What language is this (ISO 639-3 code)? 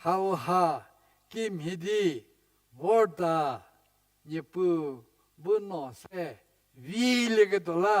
njm